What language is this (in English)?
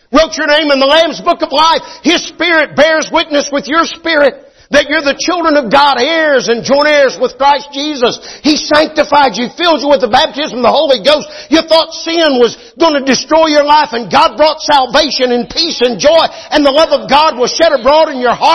English